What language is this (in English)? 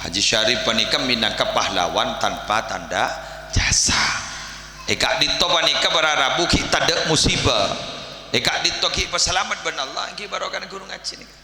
Madurese